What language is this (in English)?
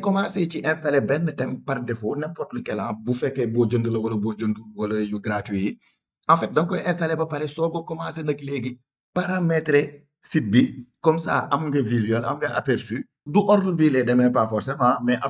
Wolof